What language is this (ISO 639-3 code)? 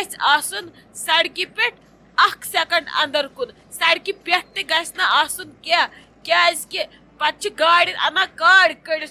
kas